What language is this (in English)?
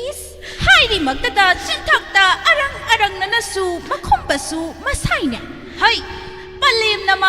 Manipuri